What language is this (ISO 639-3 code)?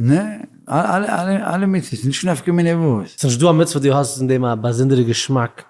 yid